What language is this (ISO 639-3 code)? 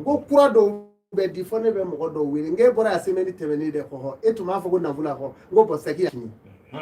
bam